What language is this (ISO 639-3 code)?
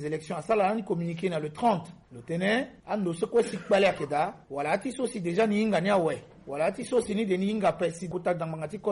sag